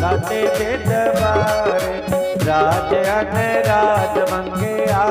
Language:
Dogri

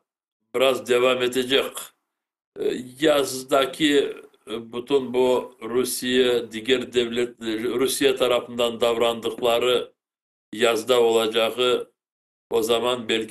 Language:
Crimean Tatar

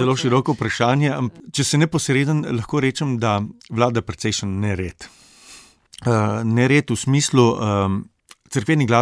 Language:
Slovenian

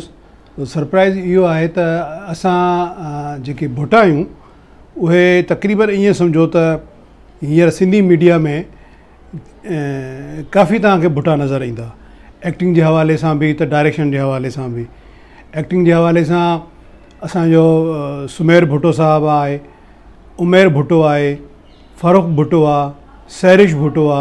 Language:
Sindhi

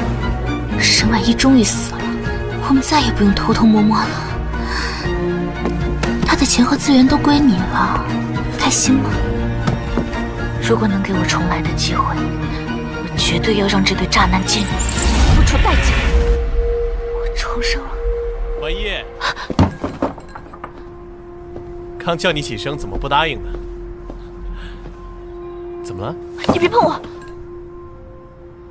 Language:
Chinese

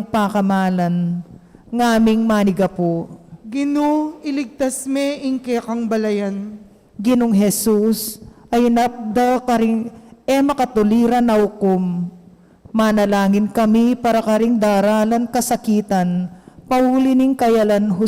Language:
Pampanga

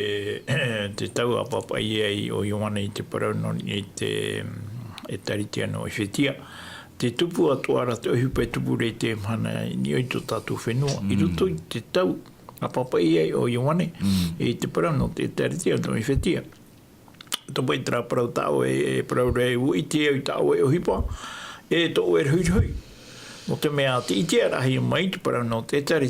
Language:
Tahitian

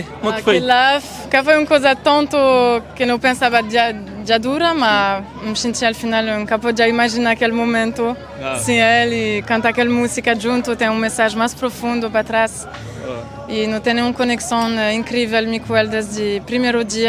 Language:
Kabuverdianu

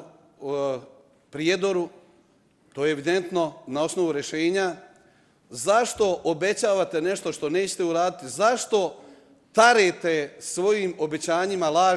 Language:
Bosnian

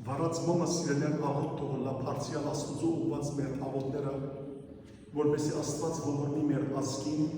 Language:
Western Armenian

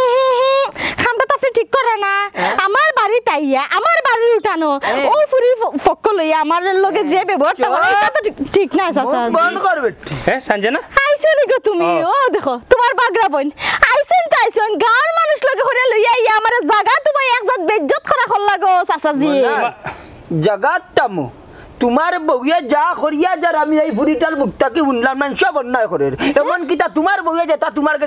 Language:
Sylheti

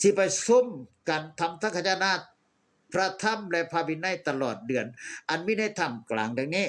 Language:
Northeastern Thai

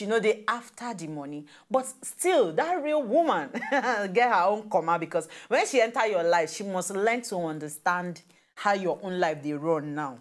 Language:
Nigerian Pidgin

